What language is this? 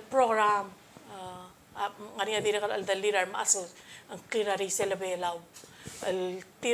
Palauan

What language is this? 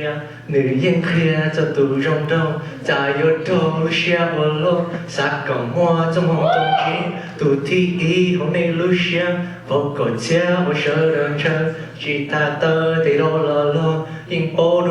Hmong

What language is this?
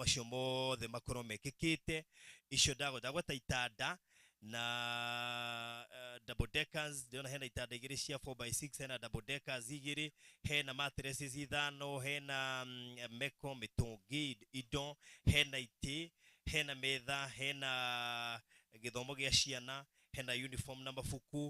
Kikuyu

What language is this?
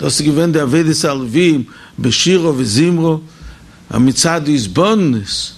Yiddish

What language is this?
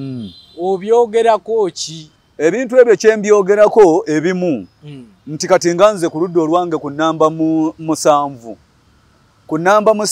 Ganda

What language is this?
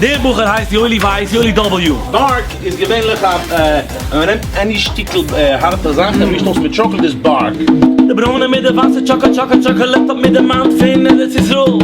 Yiddish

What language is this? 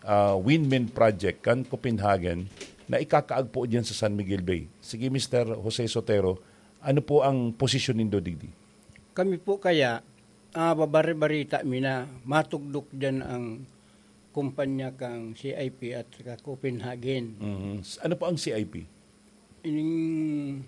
Bikol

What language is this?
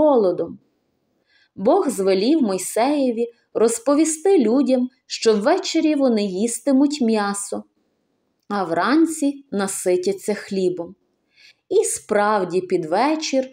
Ukrainian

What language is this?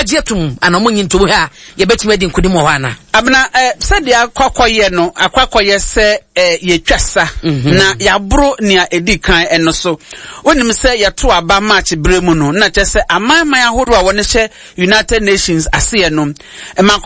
Akan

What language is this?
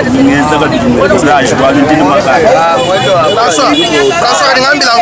Luba-Lulua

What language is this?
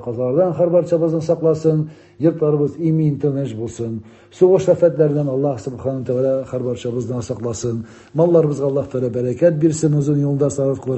Tatar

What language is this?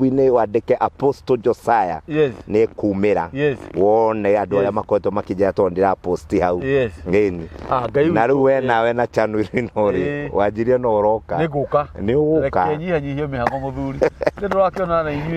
Kikuyu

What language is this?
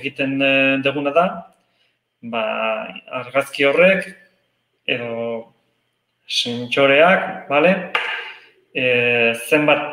Basque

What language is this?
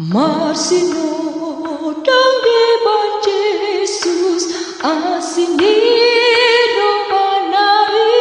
Batak Toba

